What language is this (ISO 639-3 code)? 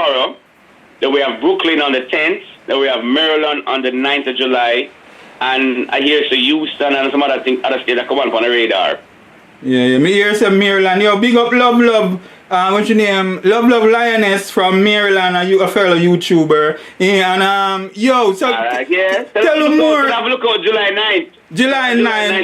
jam